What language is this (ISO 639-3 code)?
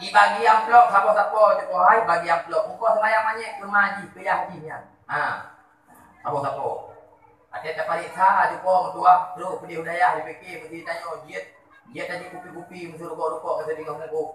ace